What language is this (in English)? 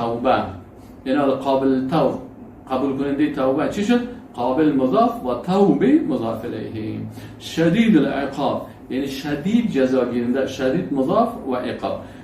Persian